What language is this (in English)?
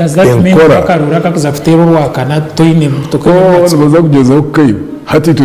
Nyankole